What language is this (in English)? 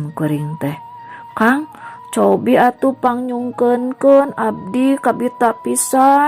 Sundanese